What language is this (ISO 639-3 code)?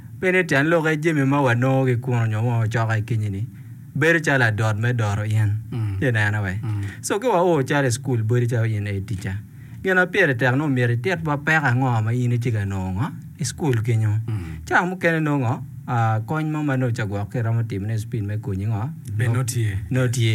ach